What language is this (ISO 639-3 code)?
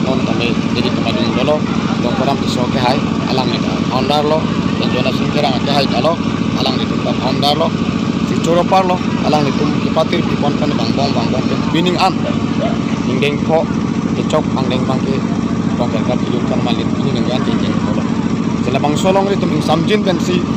mjw